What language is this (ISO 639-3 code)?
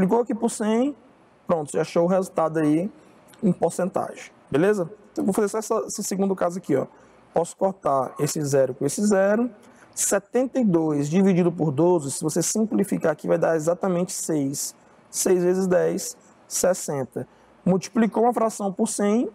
por